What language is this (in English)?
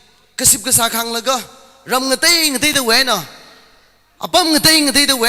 Tangkhul Naga (India)